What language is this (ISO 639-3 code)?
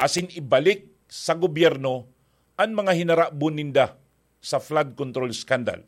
bik